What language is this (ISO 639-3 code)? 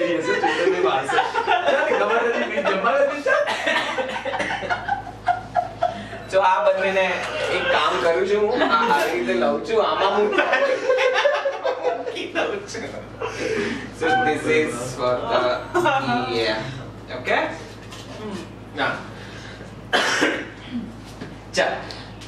guj